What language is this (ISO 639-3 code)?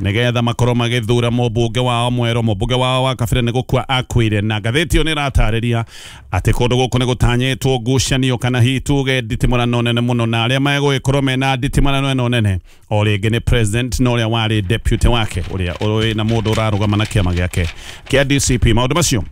kik